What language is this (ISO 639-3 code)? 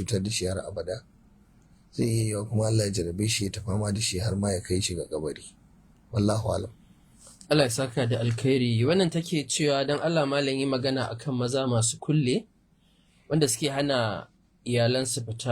hau